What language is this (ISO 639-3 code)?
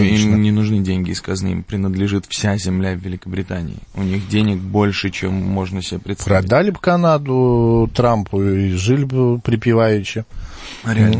rus